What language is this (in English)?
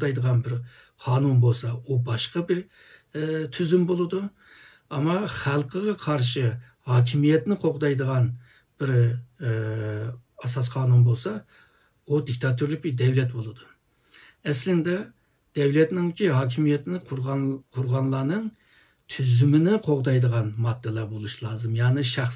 Uyghur